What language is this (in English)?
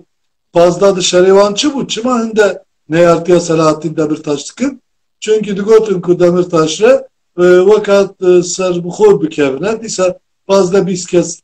Kurdish